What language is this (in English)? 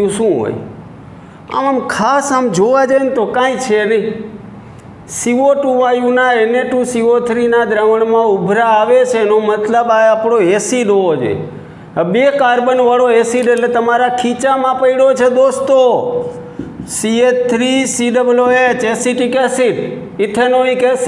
Gujarati